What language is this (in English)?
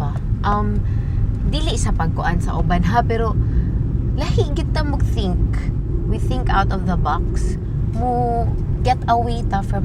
Cebuano